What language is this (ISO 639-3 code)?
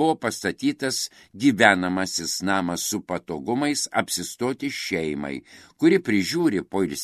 lit